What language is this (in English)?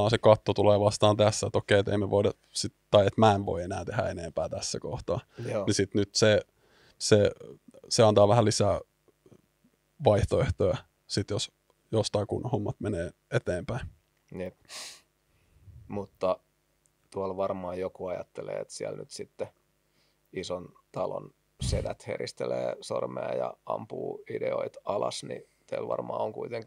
Finnish